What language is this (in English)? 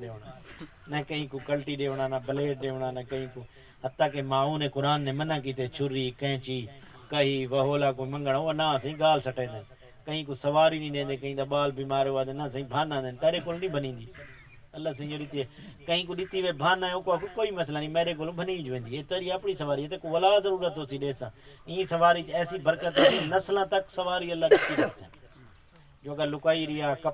Saraiki